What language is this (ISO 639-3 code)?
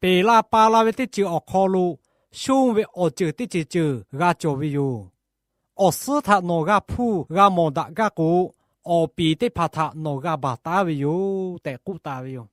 lhu